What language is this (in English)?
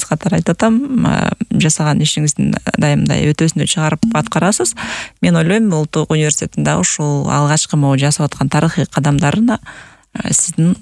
Kyrgyz